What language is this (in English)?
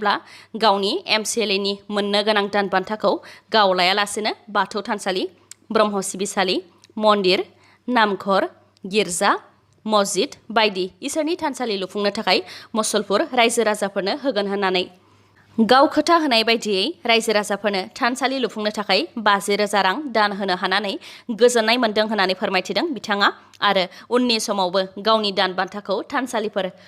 Bodo